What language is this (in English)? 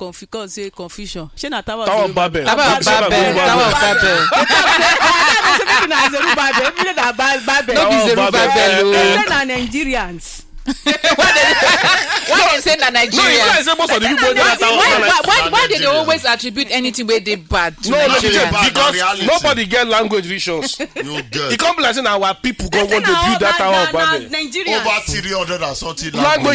Nigerian Pidgin